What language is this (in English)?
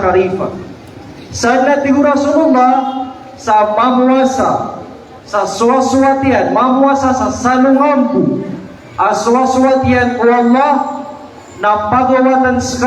Maranao